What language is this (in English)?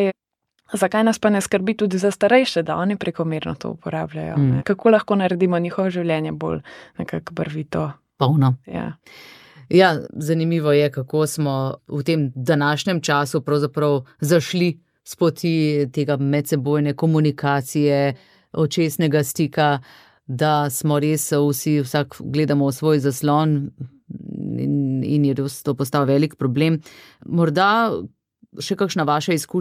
Slovenian